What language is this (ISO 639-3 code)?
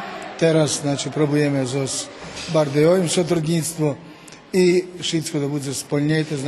rue